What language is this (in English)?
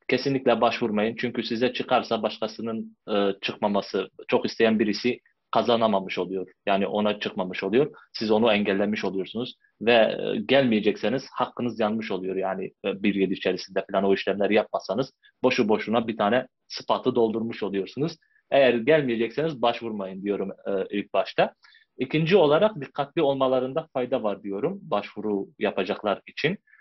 Turkish